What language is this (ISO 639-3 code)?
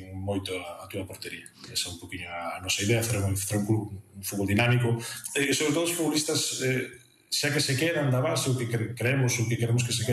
glg